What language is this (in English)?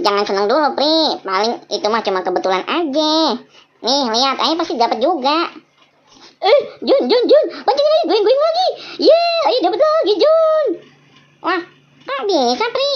Betawi